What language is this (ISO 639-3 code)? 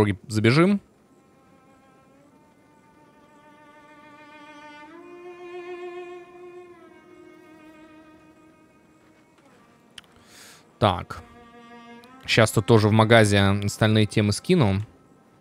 rus